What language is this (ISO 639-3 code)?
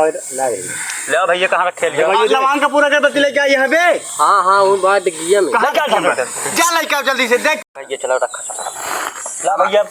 awa